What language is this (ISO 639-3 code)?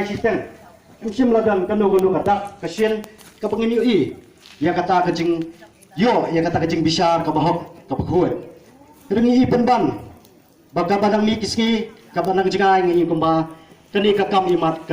kha